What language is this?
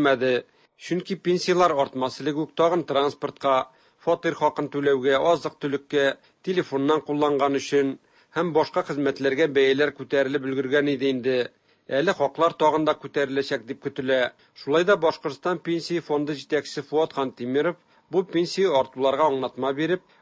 Tatar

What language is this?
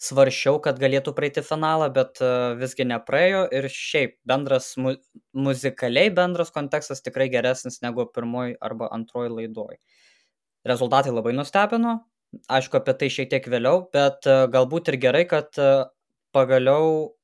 Lithuanian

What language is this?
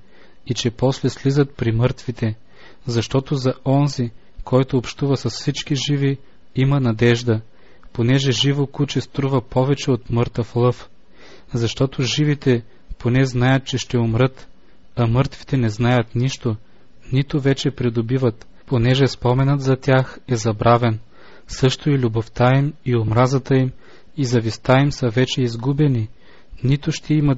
Bulgarian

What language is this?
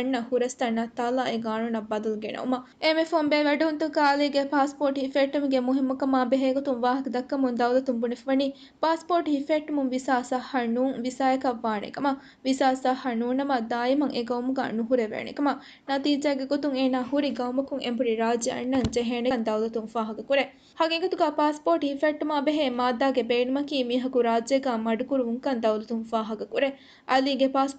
Divehi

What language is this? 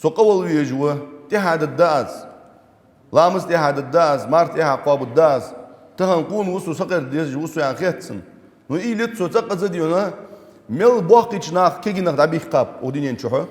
Ingush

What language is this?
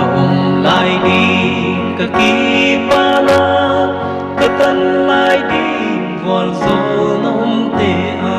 Paite Chin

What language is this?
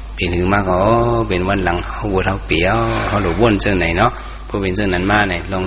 Shan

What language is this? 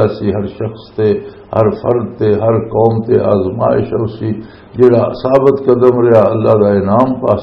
Western Panjabi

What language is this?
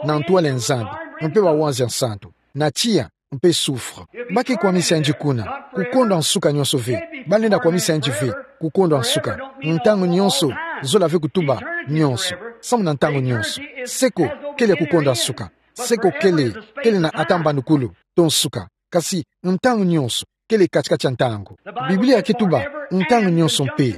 Kituba (Democratic Republic of Congo)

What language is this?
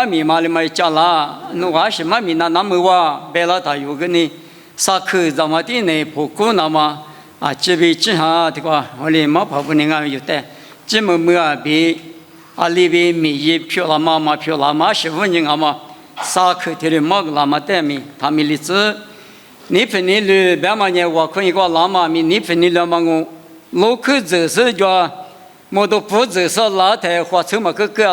Lisu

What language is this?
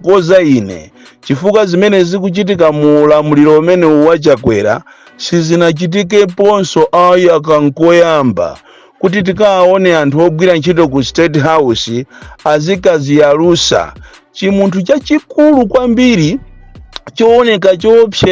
Nyanja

